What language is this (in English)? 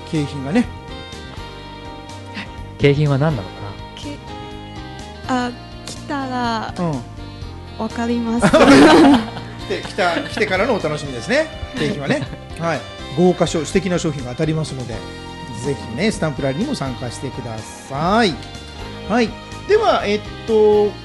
Japanese